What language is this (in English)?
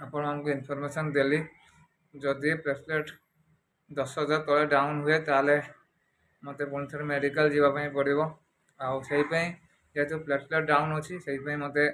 Odia